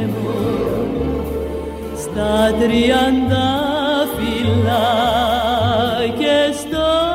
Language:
Greek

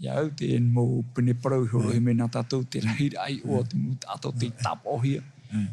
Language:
Tahitian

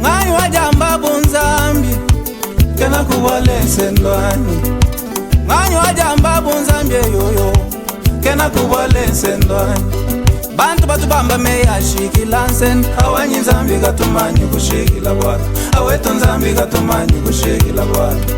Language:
Luba-Lulua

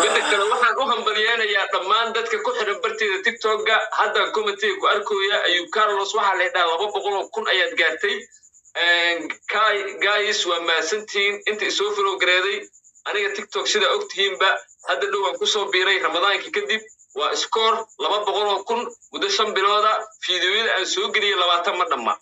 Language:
Somali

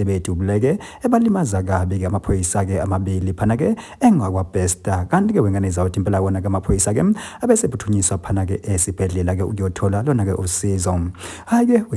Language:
Zulu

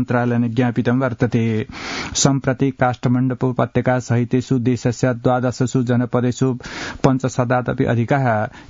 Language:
Sanskrit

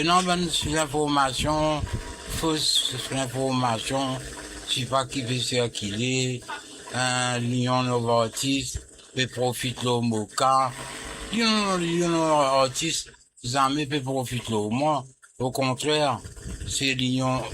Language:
Morisyen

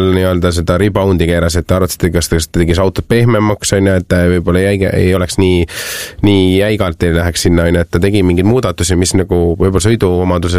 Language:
Estonian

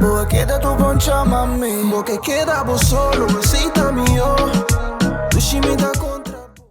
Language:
Papiamento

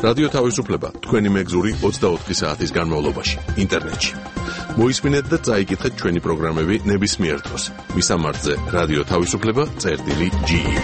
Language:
Georgian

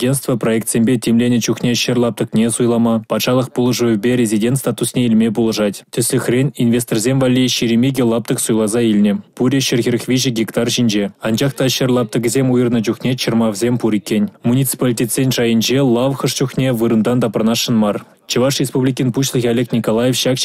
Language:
Chuvash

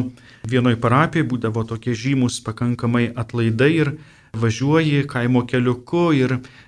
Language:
Lithuanian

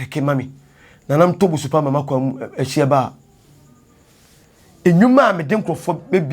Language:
Akan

